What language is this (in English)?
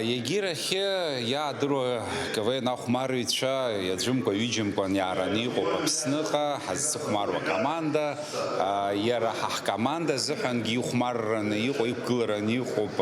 Abkhazian